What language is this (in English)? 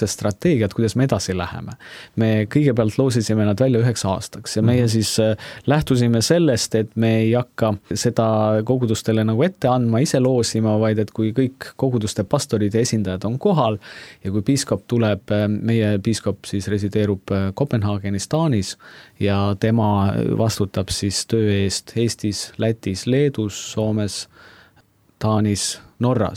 Estonian